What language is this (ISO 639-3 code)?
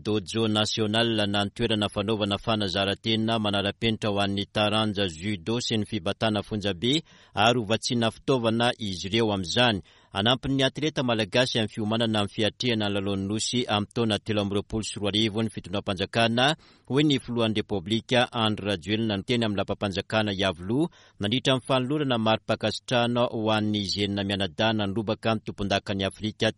mlg